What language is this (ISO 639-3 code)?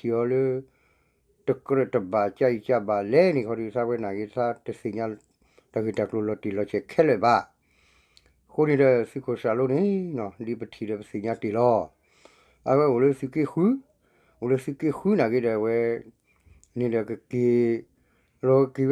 ksw